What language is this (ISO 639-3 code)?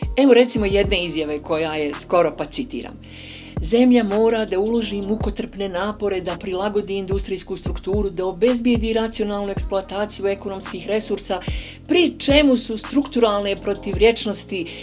bos